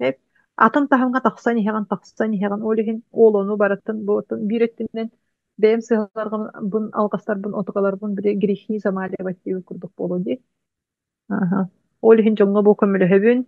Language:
Yakut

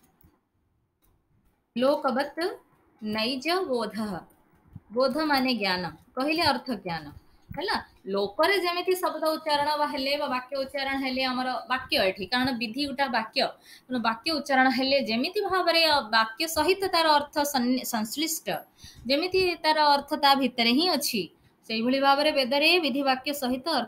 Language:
Odia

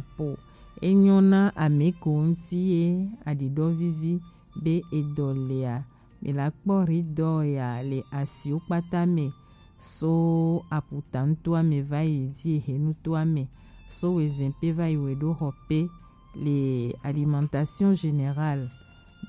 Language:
Gen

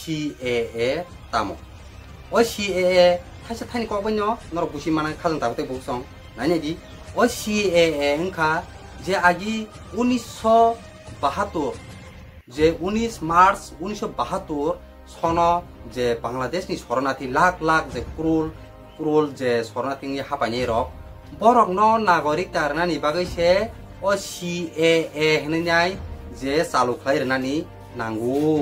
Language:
Kok Borok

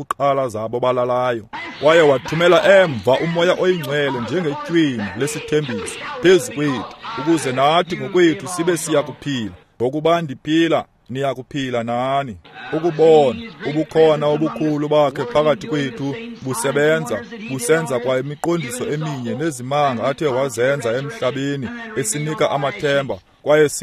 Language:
Xhosa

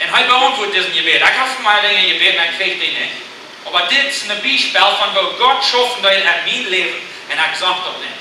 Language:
Plautdietsch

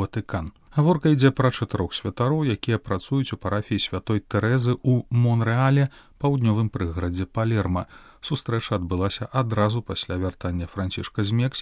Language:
Belarusian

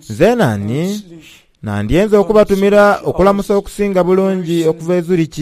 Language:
Soga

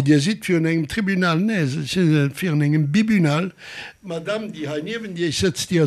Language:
Luxembourgish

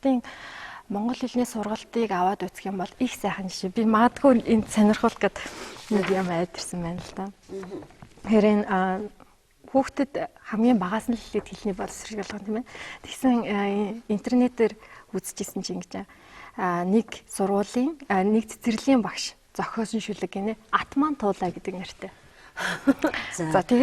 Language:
Mongolian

